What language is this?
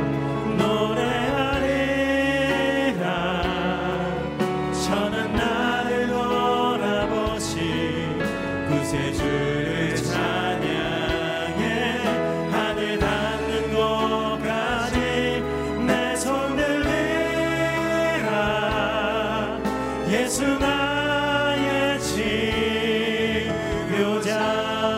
Korean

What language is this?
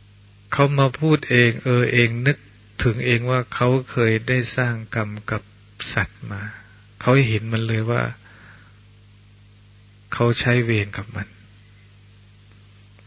Thai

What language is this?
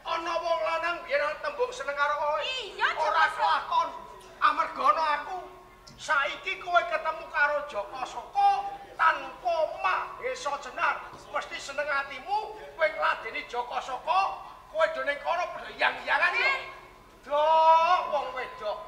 Javanese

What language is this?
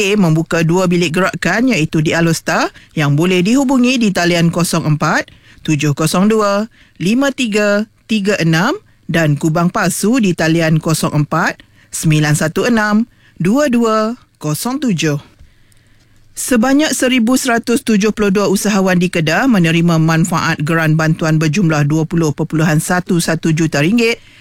Malay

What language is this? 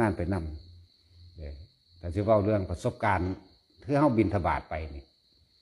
Northeastern Thai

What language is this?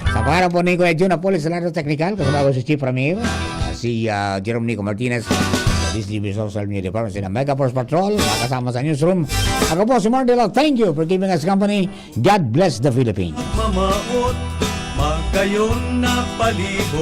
Bikol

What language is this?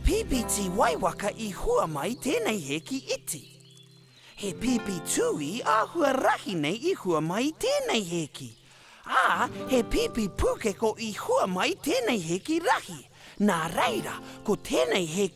Māori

